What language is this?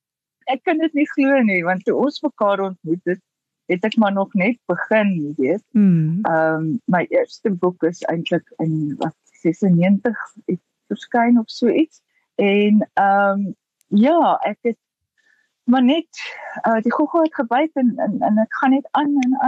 Afrikaans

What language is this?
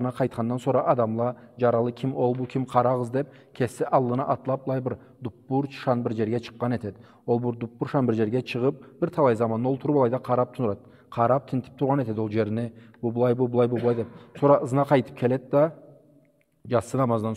Karachay-Balkar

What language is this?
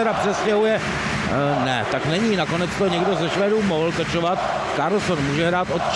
Czech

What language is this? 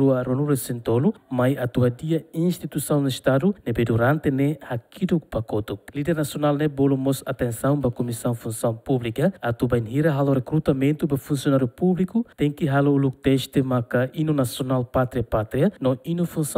Tetum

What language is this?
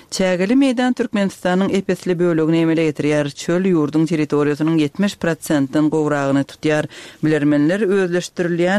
Turkmen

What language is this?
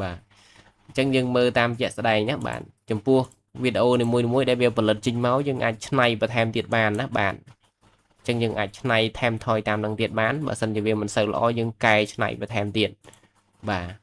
Khmer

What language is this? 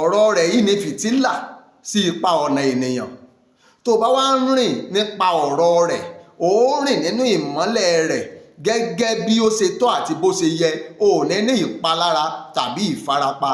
Yoruba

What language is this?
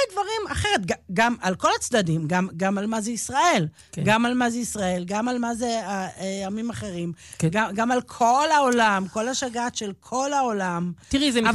Hebrew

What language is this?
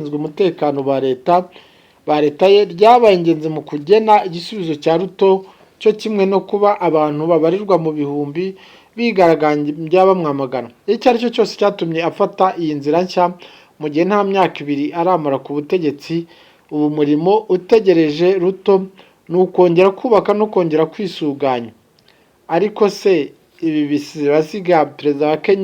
Kinyarwanda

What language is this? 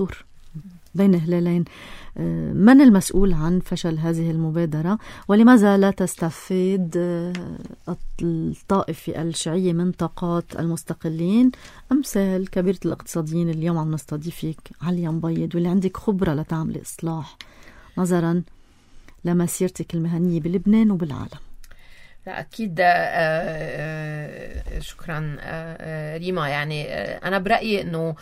North Levantine Arabic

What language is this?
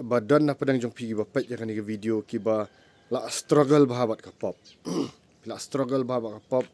Khasi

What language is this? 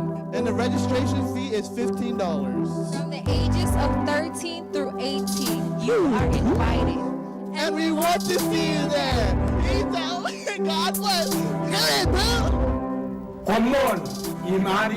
Marshallese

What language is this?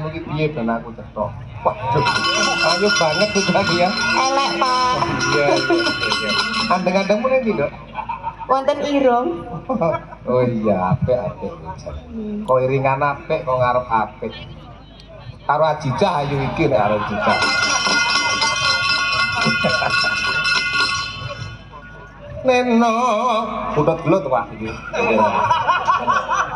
Javanese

